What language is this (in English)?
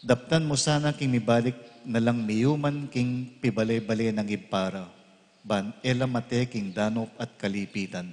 Pampanga